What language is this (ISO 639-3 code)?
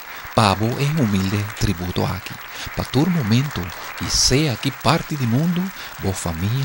pap